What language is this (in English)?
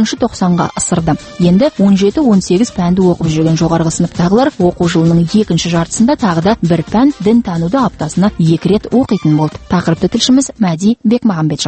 Kazakh